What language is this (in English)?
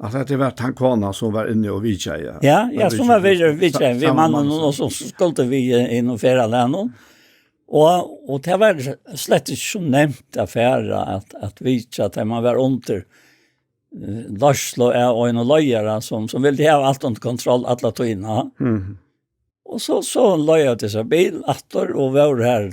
Faroese